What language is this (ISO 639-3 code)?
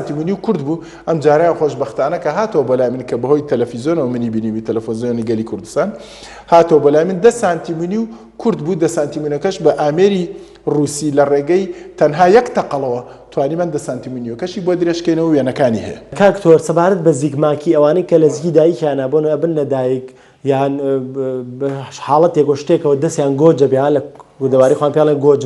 ckb